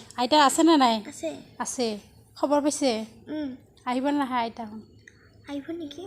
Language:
Assamese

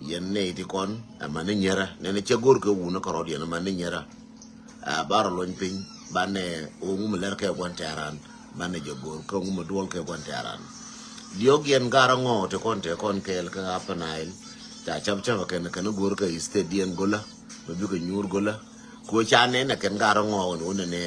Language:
Nuer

